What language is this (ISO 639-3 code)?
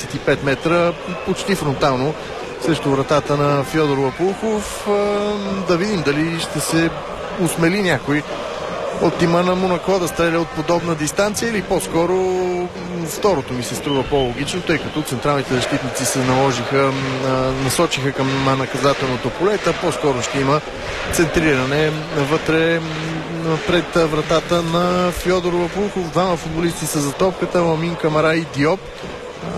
bul